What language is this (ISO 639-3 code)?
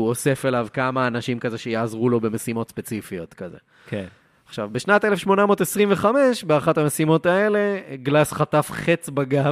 heb